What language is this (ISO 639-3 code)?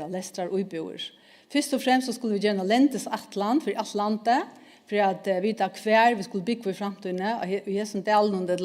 fao